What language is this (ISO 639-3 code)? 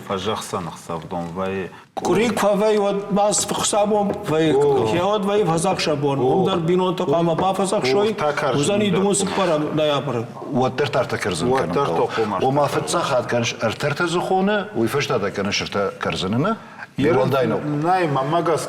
oss